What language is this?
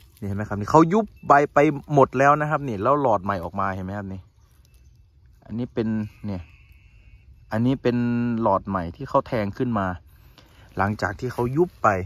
Thai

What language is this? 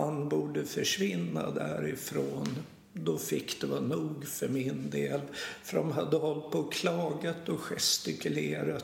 Swedish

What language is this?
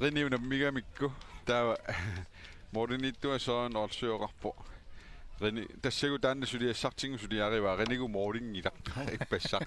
Kalaallisut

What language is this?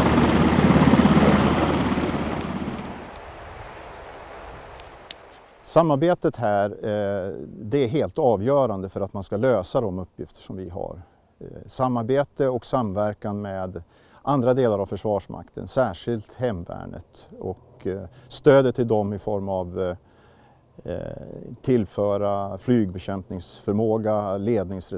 Swedish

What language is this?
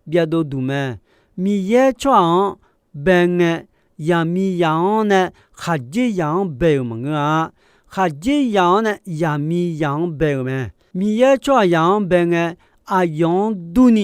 Akha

